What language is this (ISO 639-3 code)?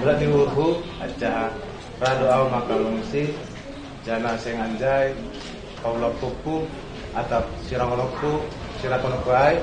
bts